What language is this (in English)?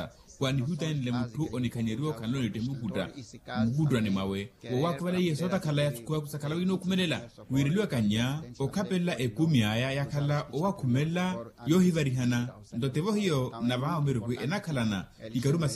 Makhuwa